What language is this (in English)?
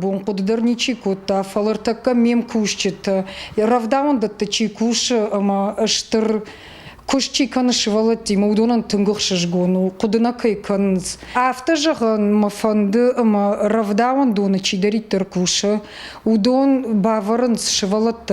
Ossetic